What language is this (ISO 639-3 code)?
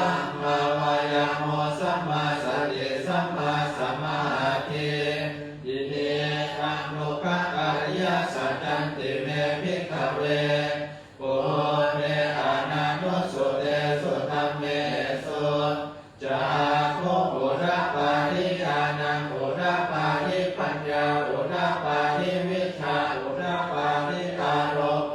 pli